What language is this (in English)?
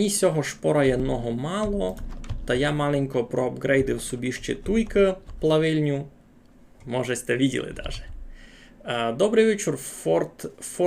Rusyn